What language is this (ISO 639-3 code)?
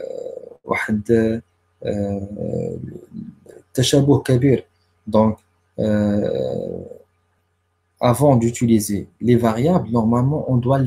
ary